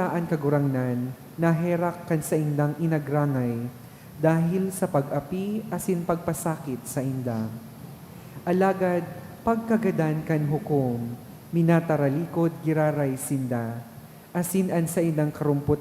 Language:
Bikol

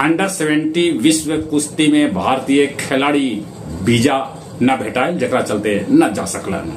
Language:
Magahi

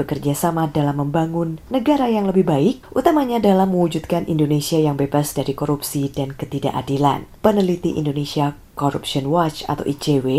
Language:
Indonesian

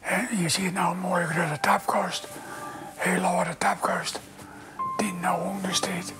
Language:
Western Frisian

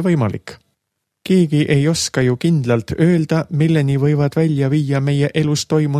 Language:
Estonian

